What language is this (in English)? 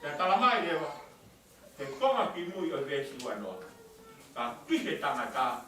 Tongan